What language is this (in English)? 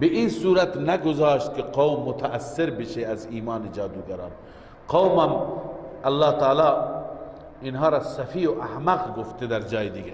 Persian